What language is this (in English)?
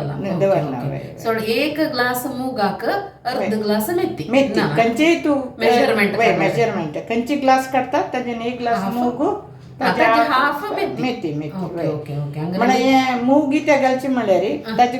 Konkani